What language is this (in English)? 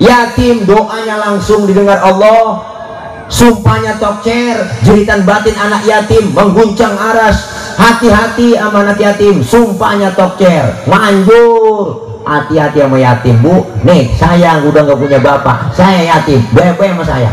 Betawi